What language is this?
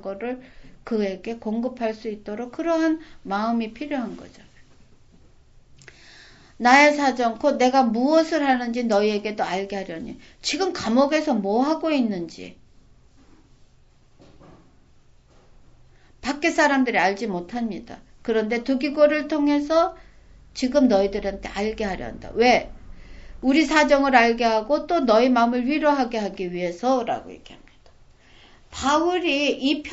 Korean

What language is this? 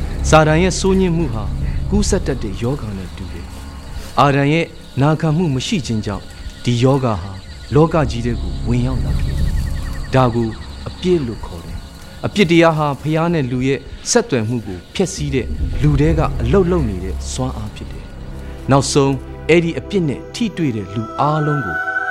Burmese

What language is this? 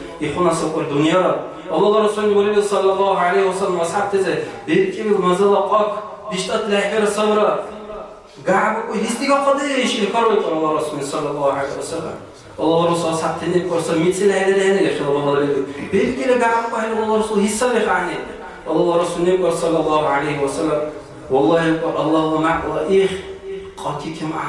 Dargwa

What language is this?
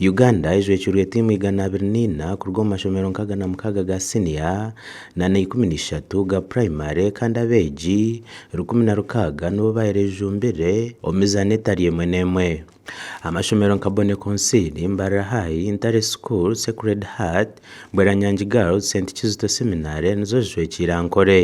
Nyankole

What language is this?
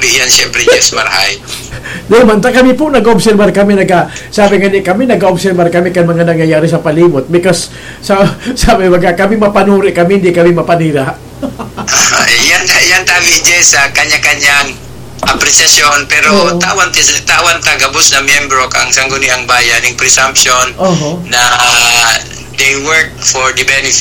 Bikol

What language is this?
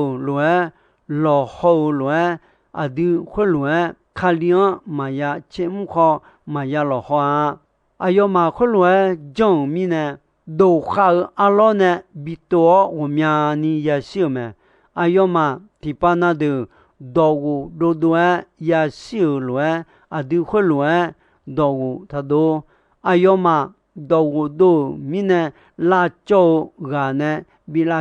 Akha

